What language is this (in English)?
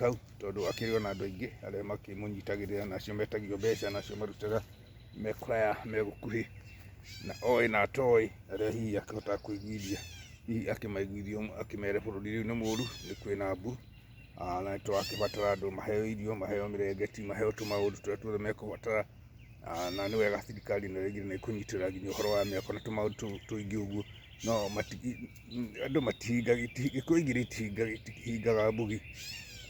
Kikuyu